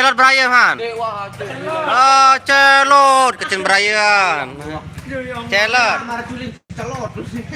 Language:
Sasak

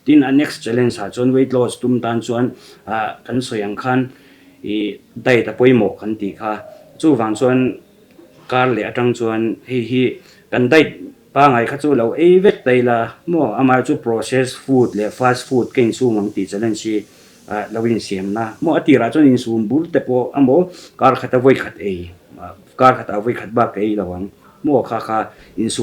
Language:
Mizo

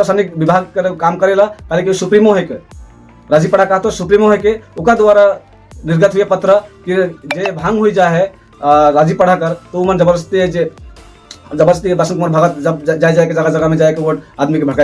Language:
Sadri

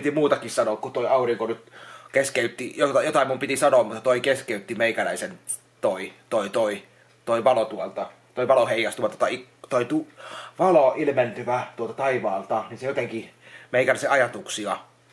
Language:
Finnish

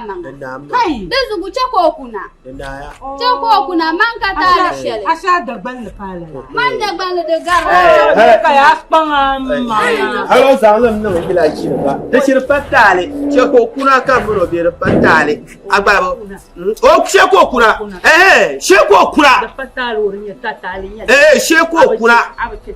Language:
Dagbani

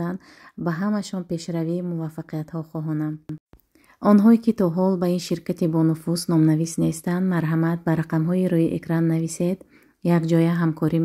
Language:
Tajik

